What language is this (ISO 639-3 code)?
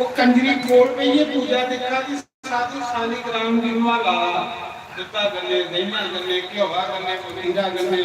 doi